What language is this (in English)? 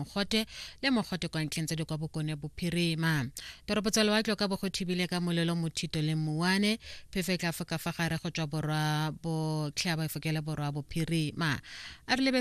Tswana